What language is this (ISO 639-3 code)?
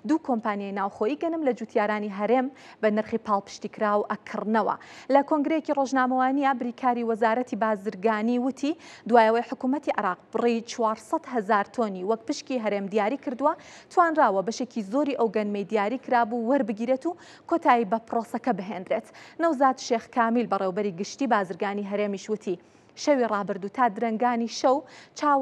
ckb